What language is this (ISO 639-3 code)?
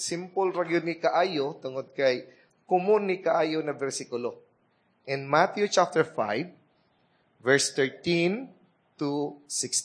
ceb